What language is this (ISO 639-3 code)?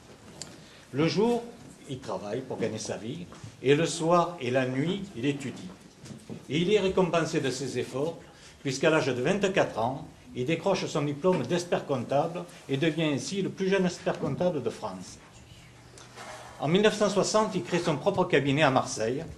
fra